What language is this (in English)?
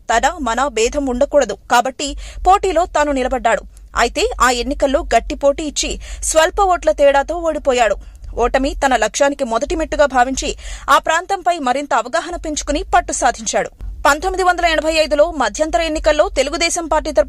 Telugu